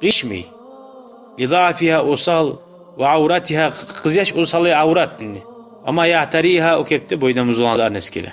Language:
Kumyk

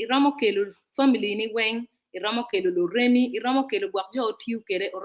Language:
Acoli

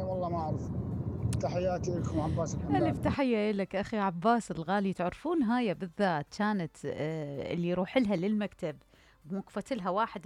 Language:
Mesopotamian Arabic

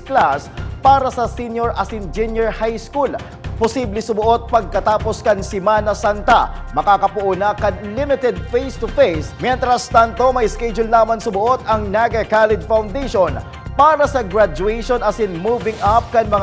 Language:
Bikol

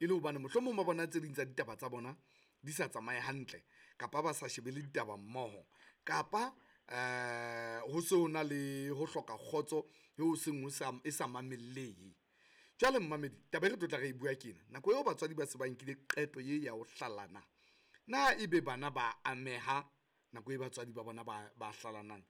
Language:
Southern Sotho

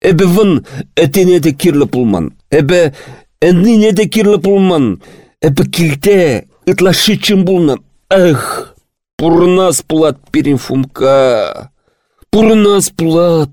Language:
Chuvash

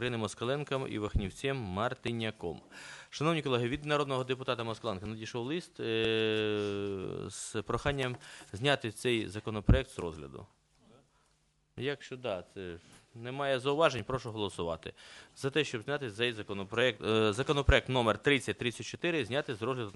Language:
Ukrainian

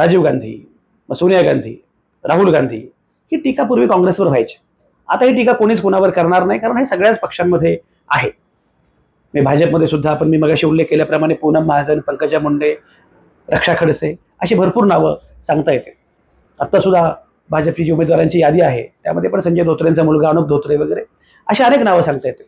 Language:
Marathi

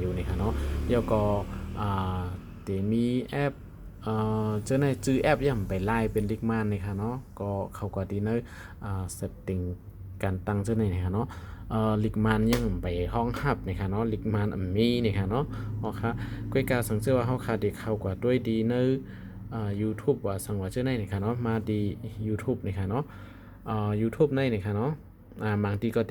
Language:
Shan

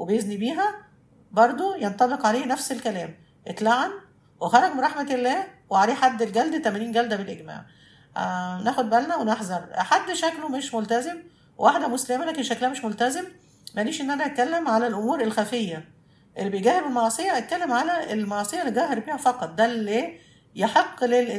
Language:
Egyptian Arabic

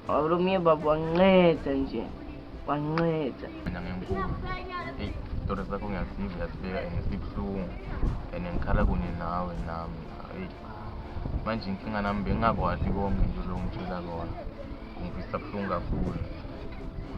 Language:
Zulu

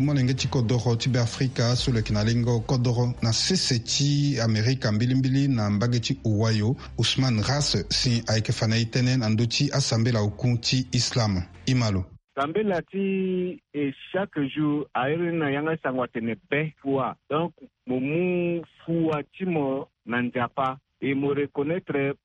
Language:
Sango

